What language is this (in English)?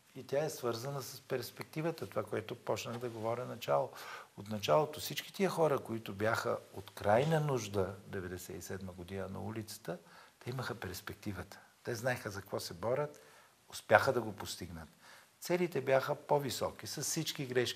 Bulgarian